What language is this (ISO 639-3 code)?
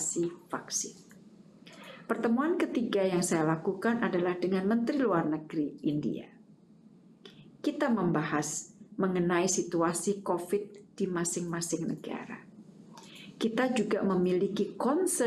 ind